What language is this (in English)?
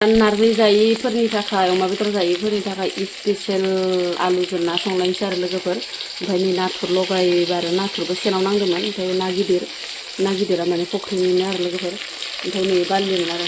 Bodo